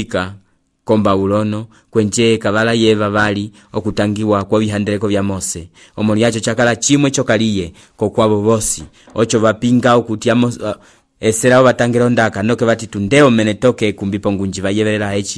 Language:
Umbundu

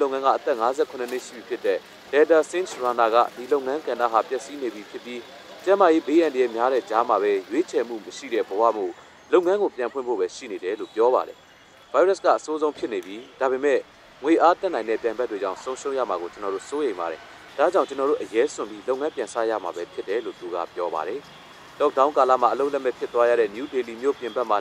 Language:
Burmese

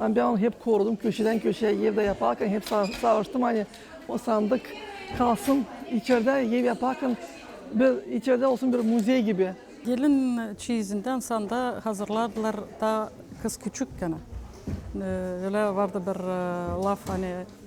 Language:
Gagauz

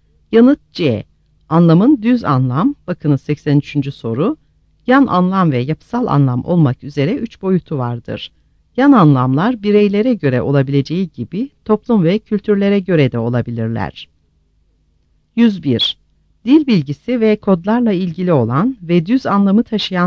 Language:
Turkish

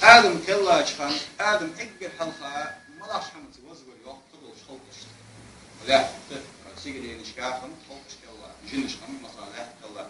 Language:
Ingush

